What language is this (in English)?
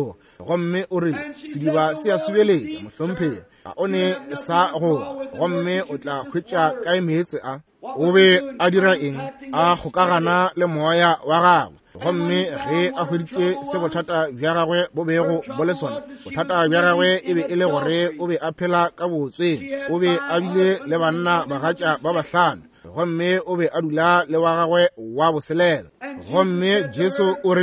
Northern Sotho